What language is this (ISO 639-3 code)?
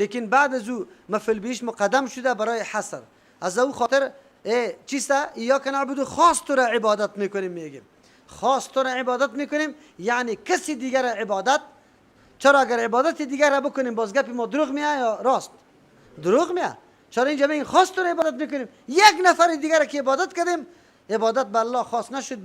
fas